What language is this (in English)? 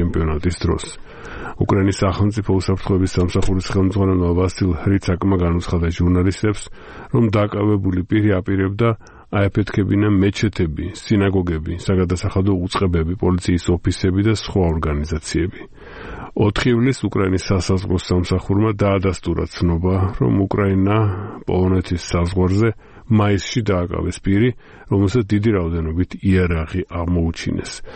Georgian